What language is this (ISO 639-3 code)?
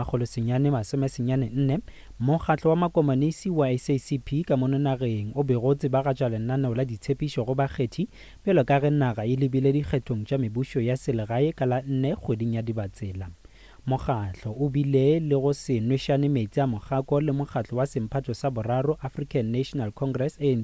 nso